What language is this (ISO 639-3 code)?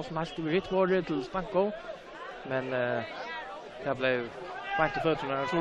fao